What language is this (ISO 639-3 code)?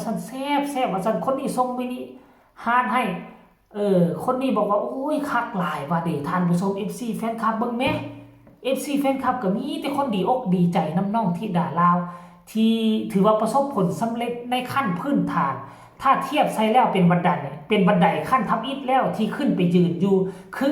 tts